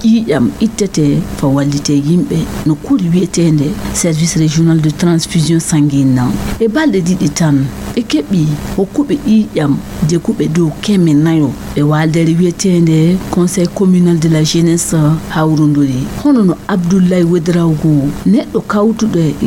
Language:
Fula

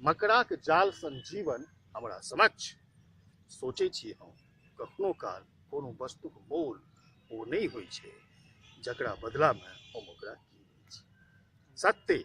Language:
Maithili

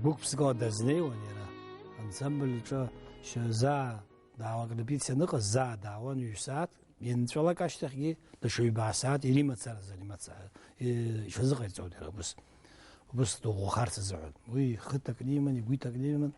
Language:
Abkhazian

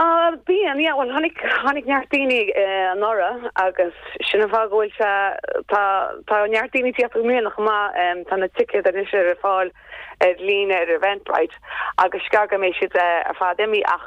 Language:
Irish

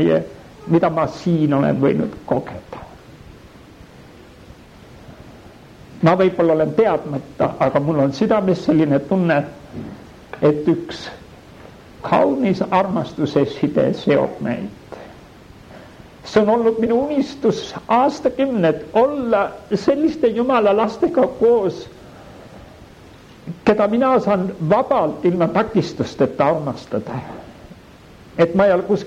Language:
Estonian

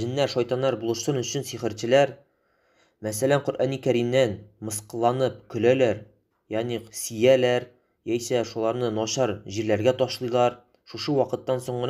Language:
Tatar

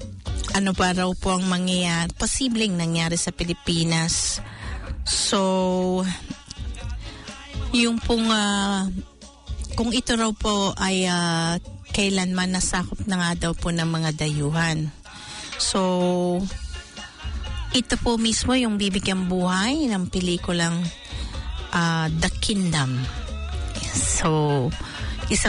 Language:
Filipino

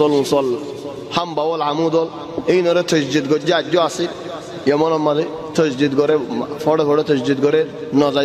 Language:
Bangla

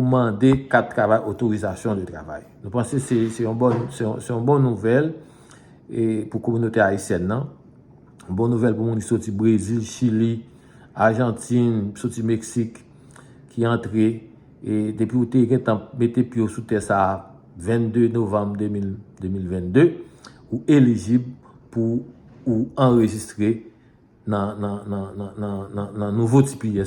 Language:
Haitian Creole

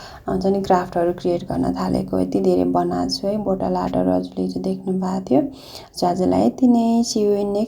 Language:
Nepali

